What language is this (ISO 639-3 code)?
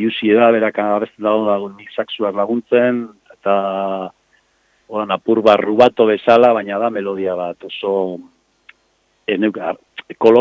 eus